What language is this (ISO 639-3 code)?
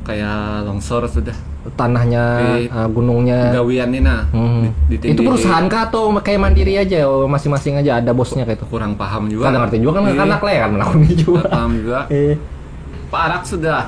bjn